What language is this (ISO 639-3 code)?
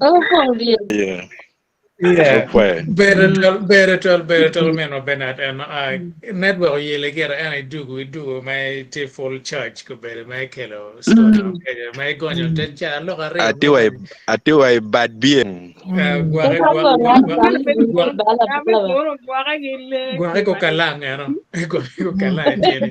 ach